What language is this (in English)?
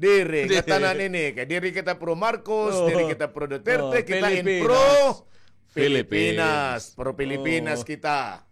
Waray